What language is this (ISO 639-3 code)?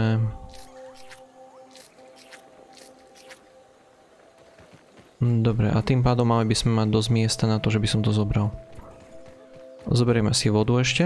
slk